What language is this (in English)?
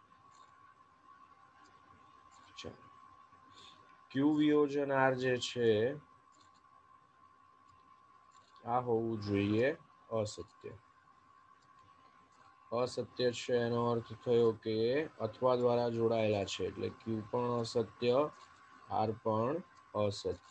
Gujarati